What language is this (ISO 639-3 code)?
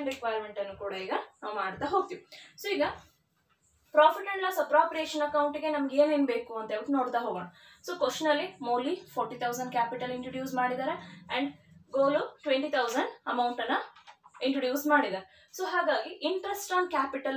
kan